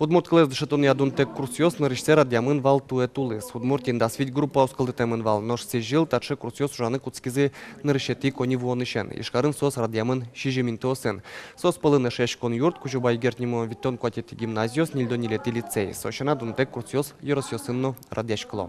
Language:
Udmurt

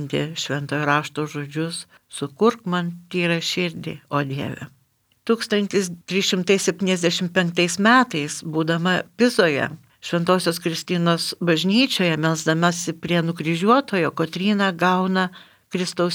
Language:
Lithuanian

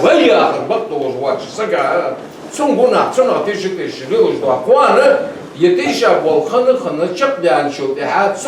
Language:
Ingush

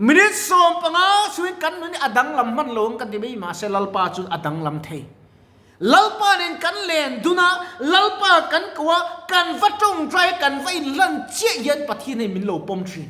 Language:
Mizo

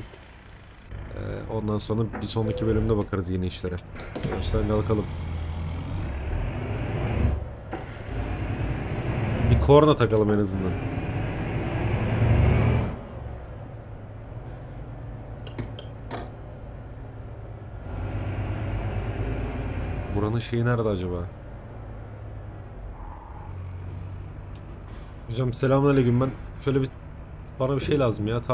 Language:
Turkish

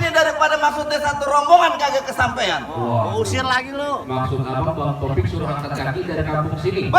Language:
Betawi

